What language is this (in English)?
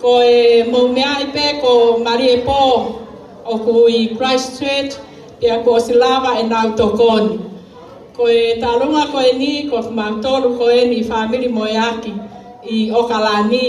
Tongan